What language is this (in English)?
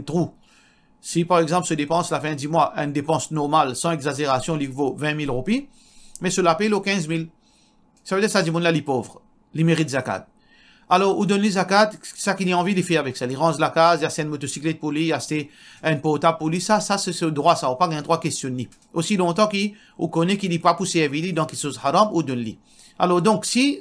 Morisyen